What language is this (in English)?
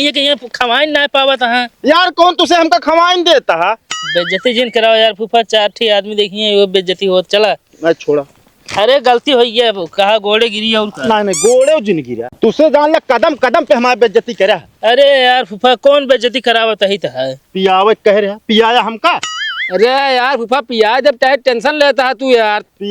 Awadhi